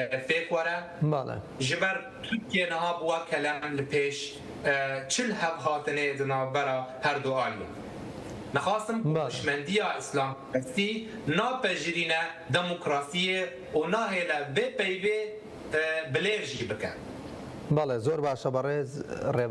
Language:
Kurdish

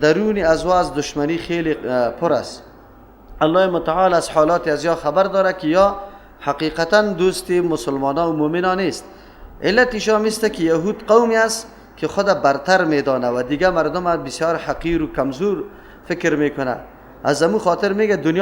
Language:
Persian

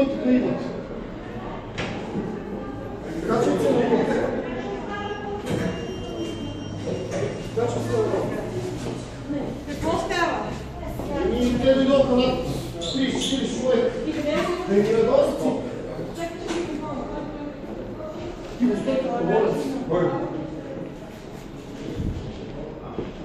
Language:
Bulgarian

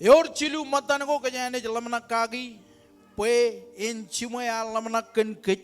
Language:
Marshallese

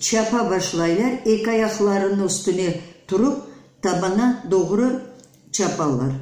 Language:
Crimean Tatar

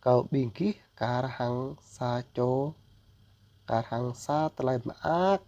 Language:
Jarai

